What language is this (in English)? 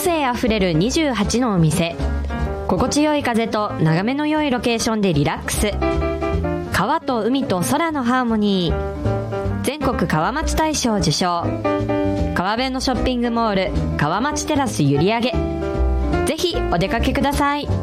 Japanese